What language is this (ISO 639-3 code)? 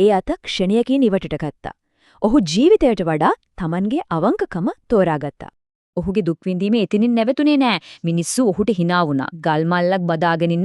sin